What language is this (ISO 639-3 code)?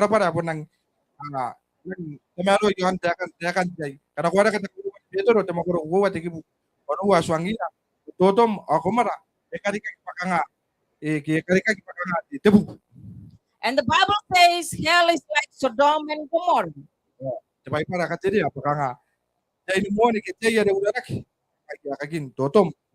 gil